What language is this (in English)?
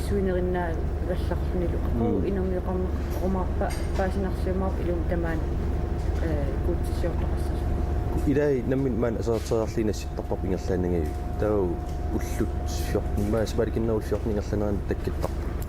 Kalaallisut